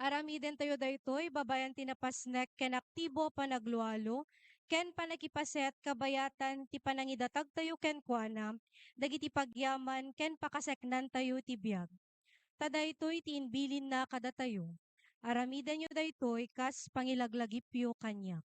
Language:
Iloko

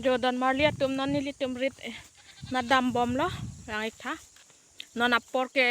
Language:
Karbi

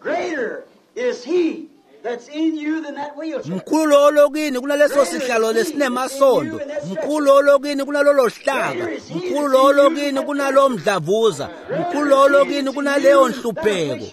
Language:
Swati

